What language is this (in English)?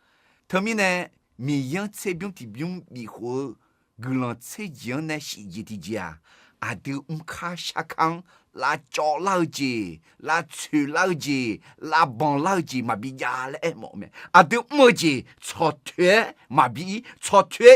Akha